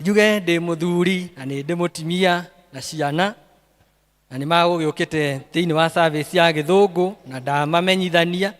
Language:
Kikuyu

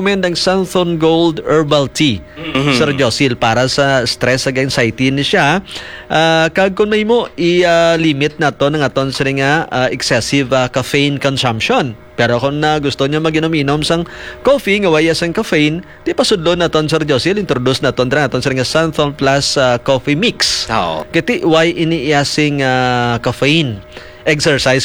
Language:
Hiligaynon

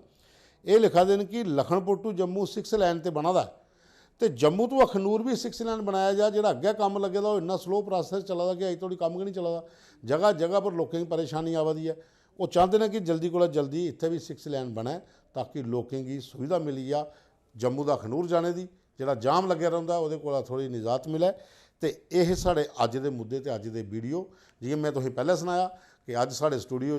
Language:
Dogri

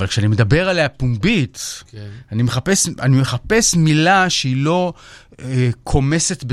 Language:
Hebrew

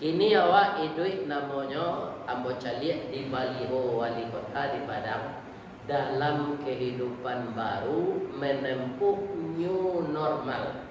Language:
Minangkabau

